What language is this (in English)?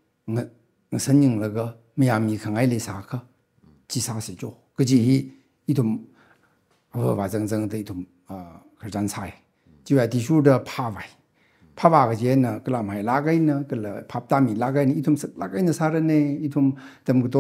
Tangkhul Naga (India)